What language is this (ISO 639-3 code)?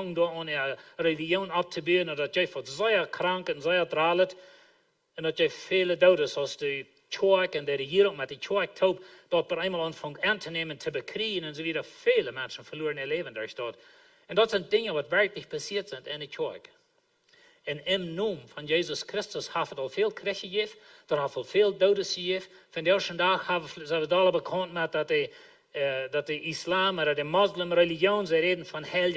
pdt